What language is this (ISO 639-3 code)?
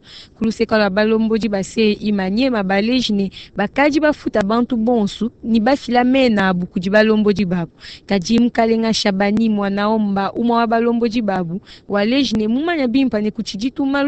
lua